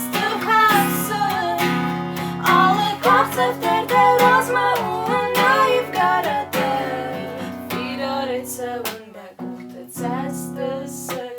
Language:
Ossetic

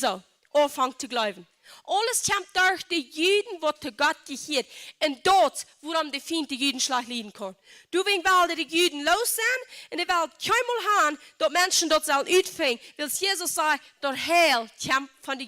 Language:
Plautdietsch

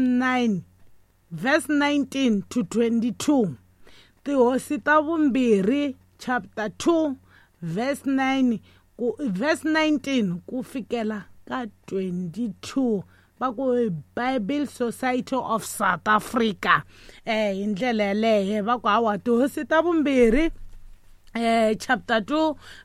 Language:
Tsonga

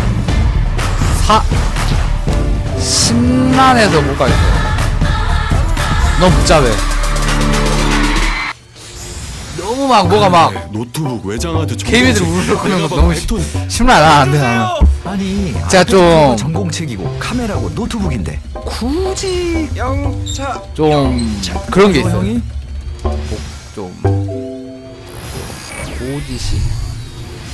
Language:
Korean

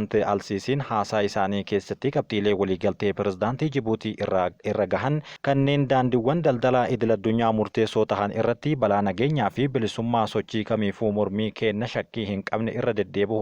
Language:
Oromo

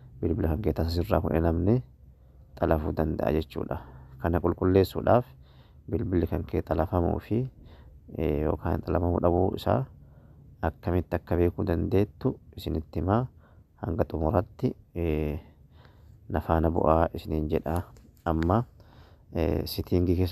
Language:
Oromo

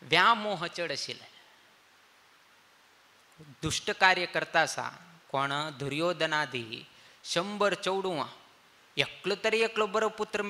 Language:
Konkani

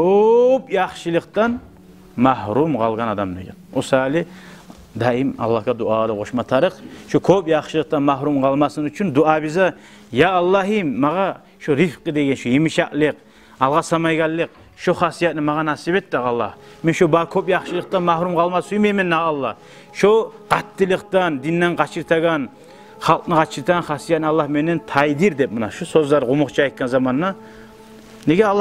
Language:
Kumyk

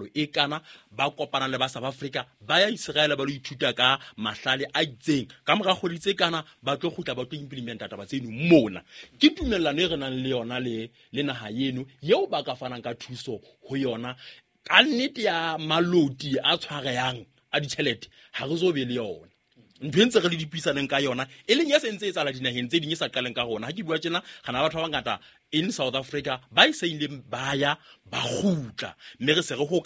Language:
Southern Sotho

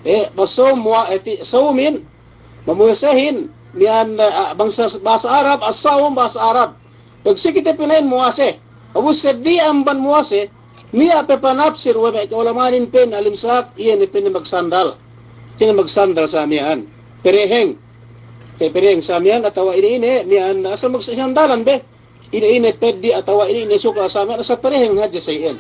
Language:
Yakan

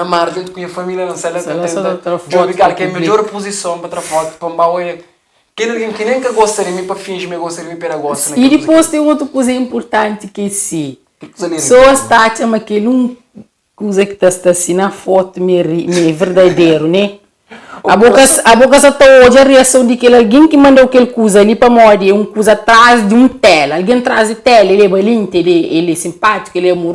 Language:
Kabuverdianu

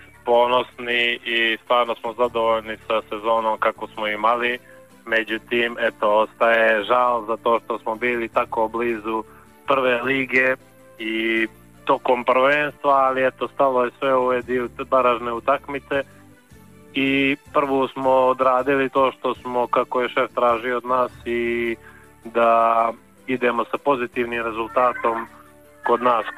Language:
Serbian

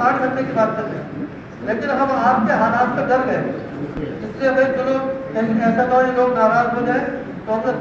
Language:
Urdu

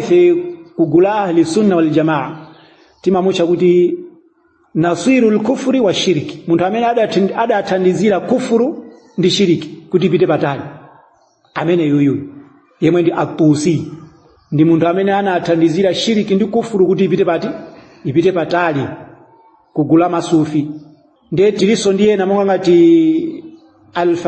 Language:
Nyanja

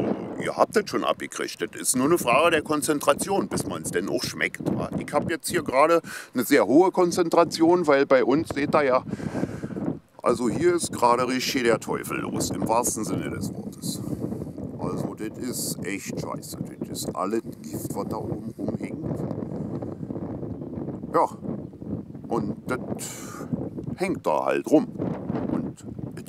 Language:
German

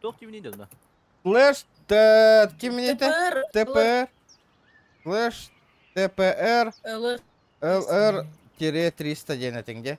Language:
Yakut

